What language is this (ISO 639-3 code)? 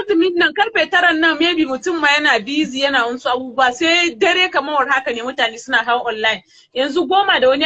hau